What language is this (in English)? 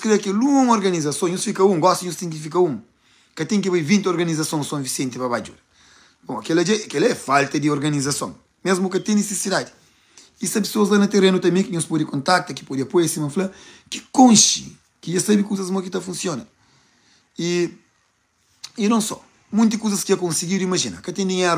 Kabuverdianu